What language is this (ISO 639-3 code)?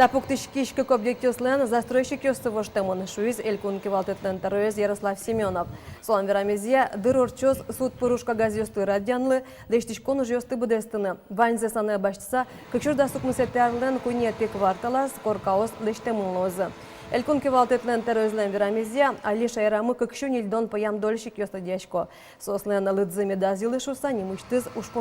udm